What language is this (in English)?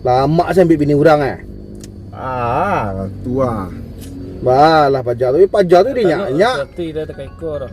Minangkabau